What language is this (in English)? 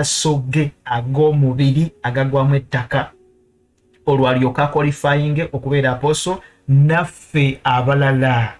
Ganda